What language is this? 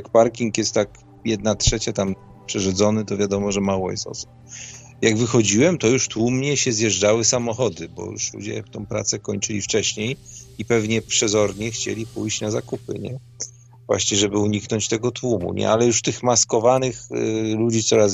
Polish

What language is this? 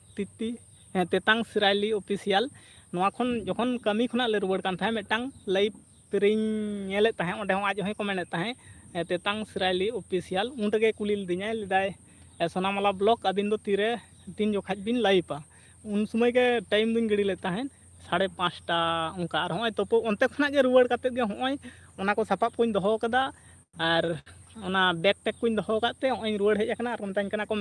Santali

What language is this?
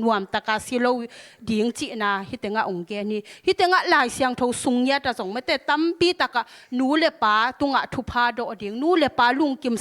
Tedim Chin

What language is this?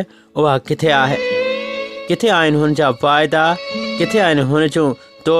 Sindhi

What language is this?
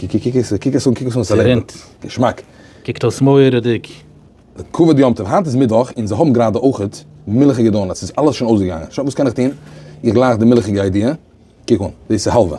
Yiddish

